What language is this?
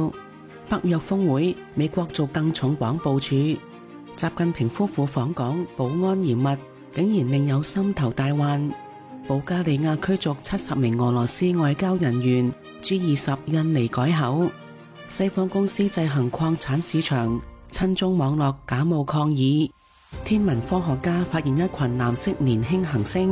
Cantonese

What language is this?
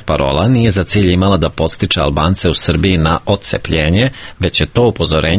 Serbian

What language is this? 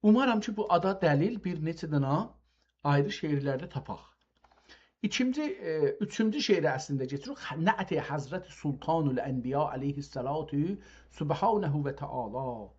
South Azerbaijani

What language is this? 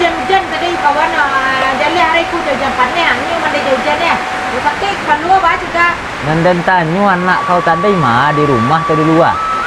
Minangkabau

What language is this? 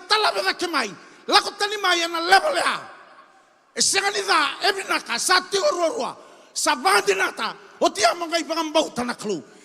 Fijian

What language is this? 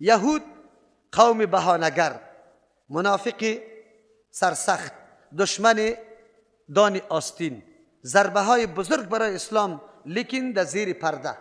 Persian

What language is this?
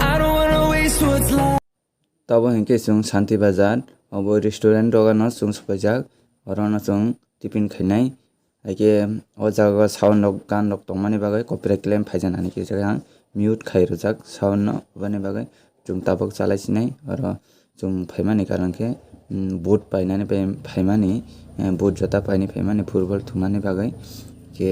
Kok Borok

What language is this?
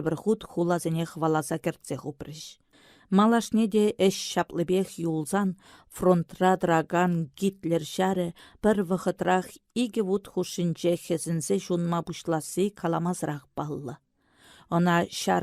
Chuvash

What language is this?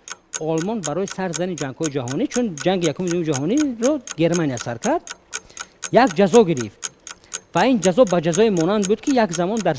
Tajik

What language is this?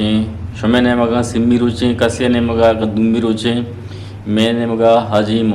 Eastern Balochi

